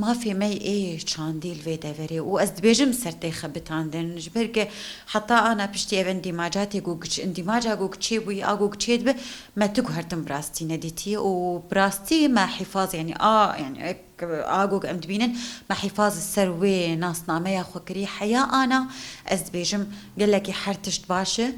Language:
Kurdish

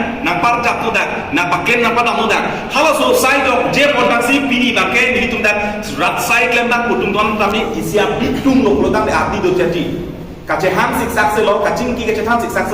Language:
Karbi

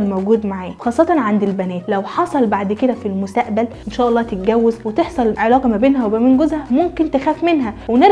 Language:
Egyptian Arabic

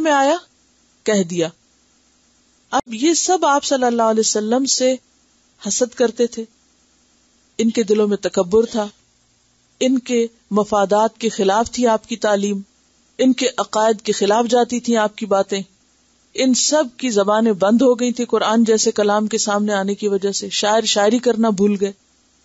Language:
Urdu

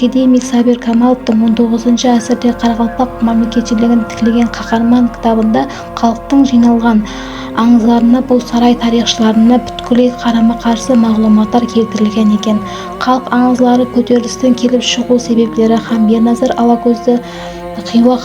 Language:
Kara-Kalpak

